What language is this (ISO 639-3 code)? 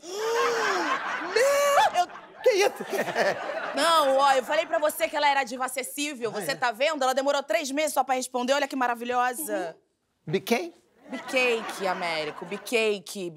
por